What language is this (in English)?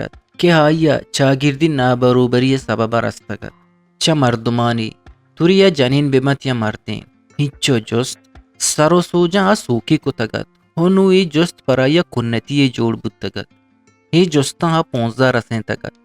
Eastern Balochi